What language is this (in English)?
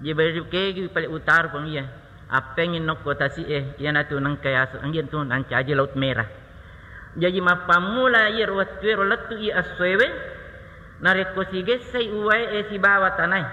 Buginese